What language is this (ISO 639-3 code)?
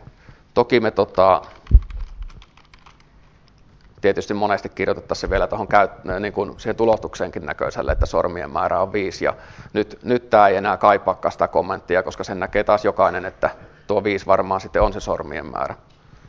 fin